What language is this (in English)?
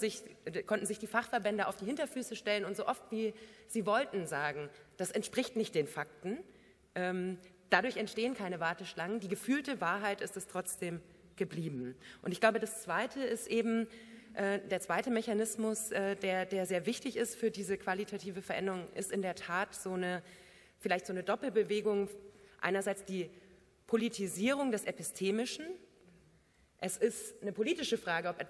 German